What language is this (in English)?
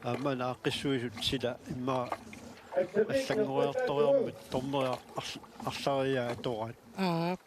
Kalaallisut